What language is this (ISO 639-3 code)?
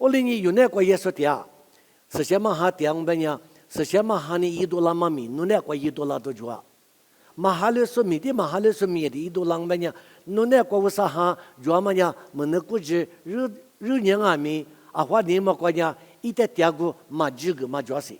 lis